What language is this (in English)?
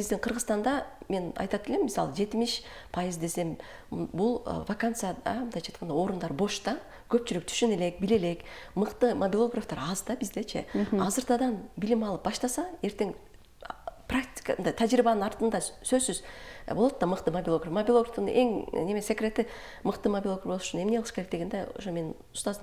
Kyrgyz